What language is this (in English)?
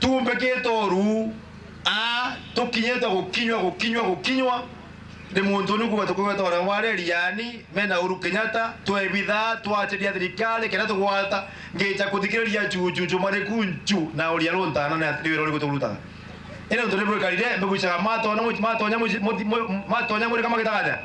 Meru